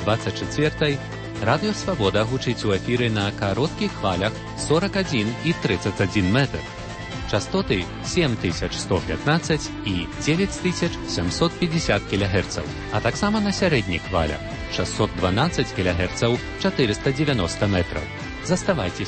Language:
Belarusian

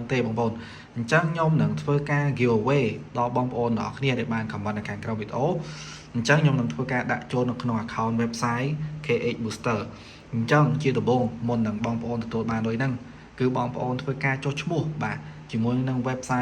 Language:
Khmer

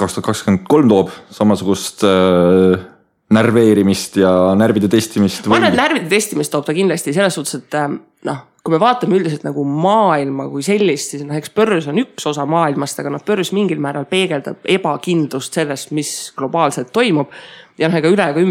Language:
Estonian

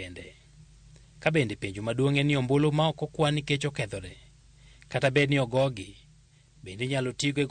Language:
Luo (Kenya and Tanzania)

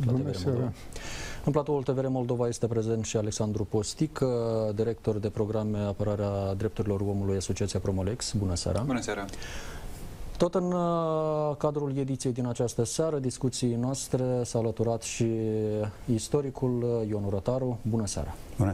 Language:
Romanian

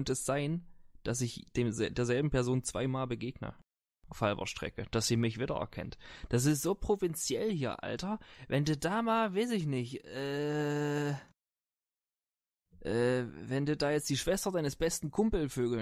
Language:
German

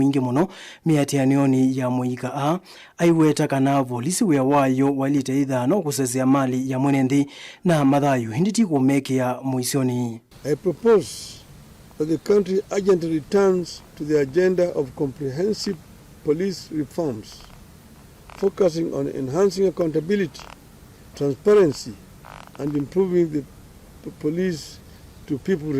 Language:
Kamba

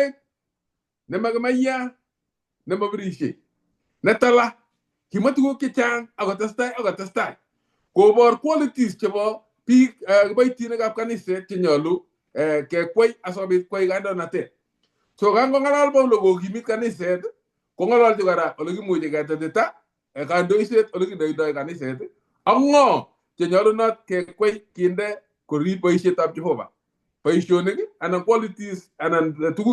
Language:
Kalenjin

